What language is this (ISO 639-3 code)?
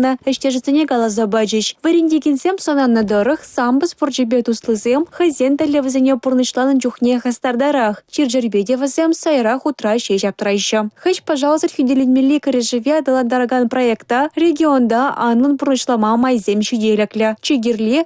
chv